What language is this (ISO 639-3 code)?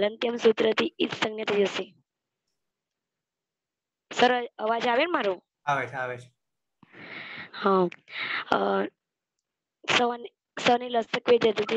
guj